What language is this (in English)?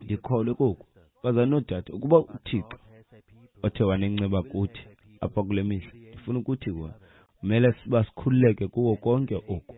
Xhosa